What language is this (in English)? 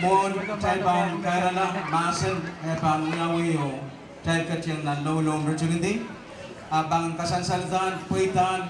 Pohnpeian